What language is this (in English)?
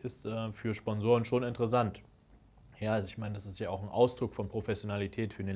German